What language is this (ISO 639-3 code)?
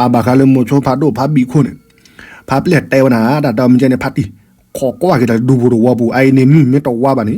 ksw